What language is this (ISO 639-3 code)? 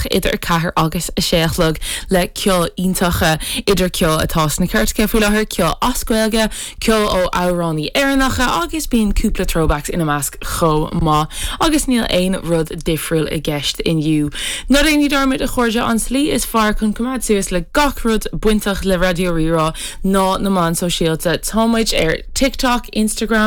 gle